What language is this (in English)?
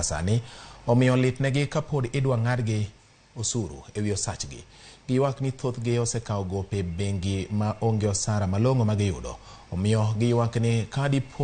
Luo (Kenya and Tanzania)